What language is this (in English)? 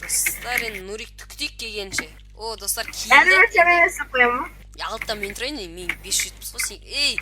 Kazakh